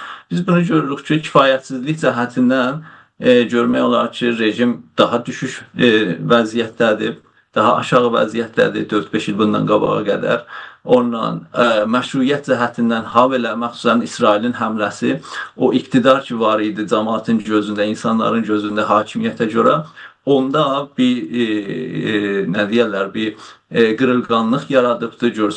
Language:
South Azerbaijani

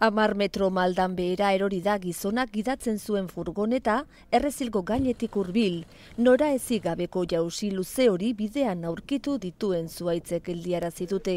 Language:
Basque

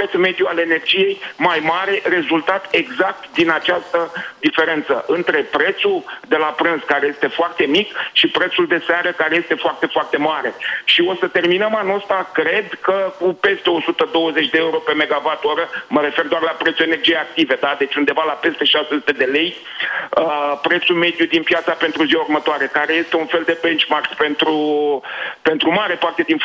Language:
Romanian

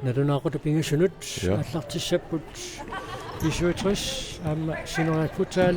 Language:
Kalaallisut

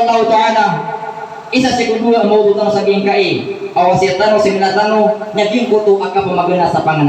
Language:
Maranao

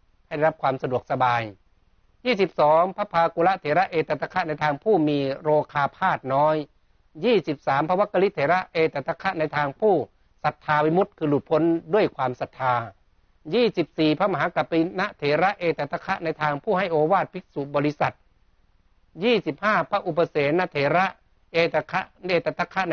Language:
Thai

